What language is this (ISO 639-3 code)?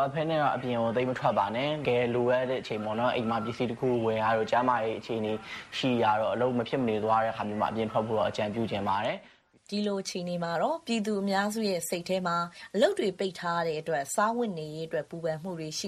mya